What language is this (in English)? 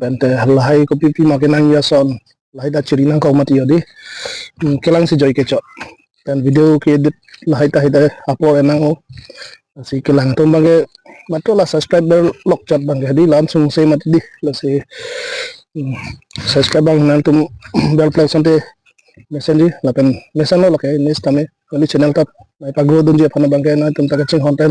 Karbi